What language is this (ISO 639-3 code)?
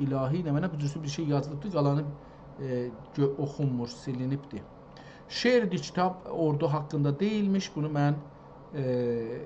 azb